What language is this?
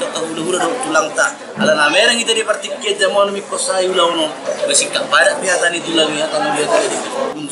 Batak Toba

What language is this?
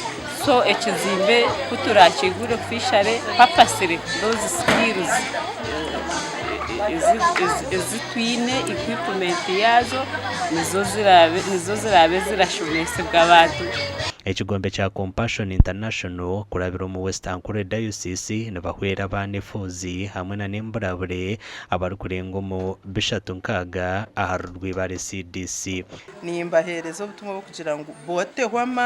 Nyankole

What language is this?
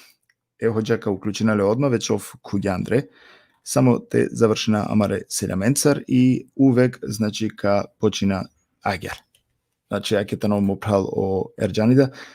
Balkan Romani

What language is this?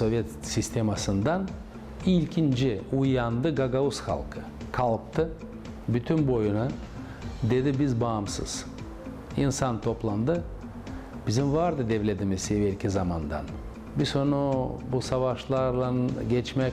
Gagauz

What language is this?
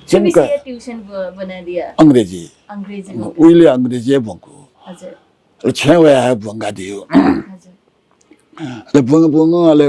Newari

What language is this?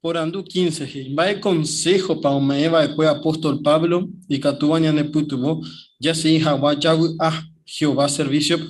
Guarani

